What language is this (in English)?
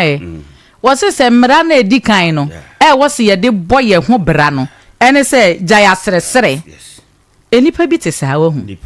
Akan